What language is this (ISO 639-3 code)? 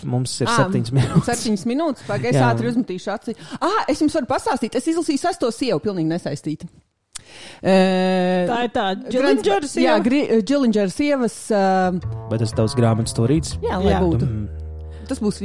lav